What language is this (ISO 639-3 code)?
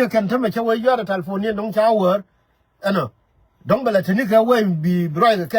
nus